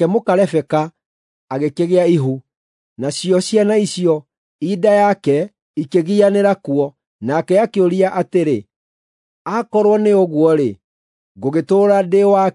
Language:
Kikuyu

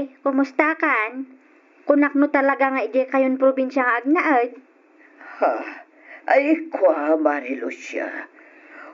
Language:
Iloko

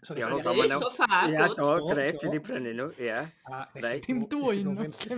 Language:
Welsh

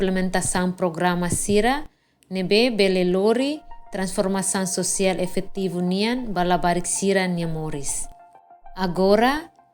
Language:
Tetum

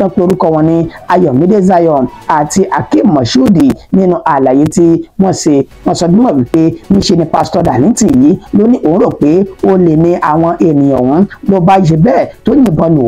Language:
Yoruba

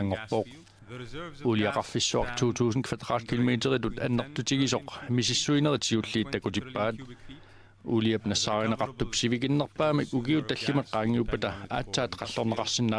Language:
Kalaallisut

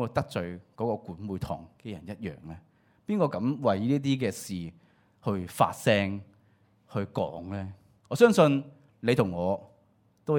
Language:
Cantonese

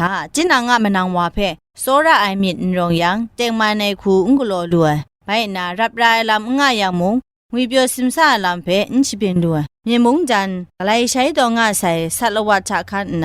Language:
Kachin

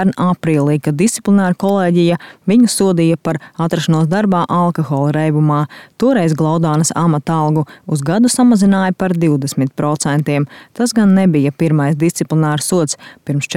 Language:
Latvian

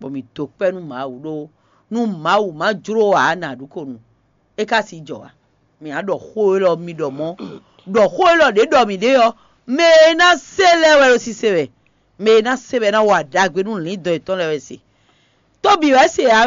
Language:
Fon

